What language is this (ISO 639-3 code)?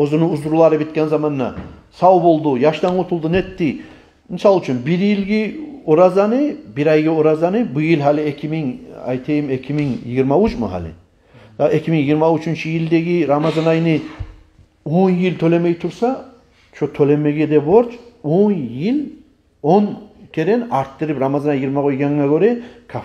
kum